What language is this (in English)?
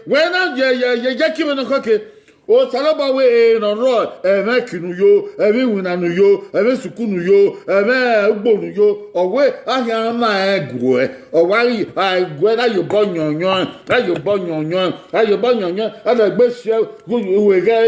Bini